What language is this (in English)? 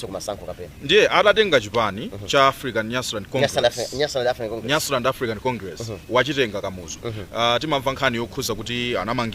Nyanja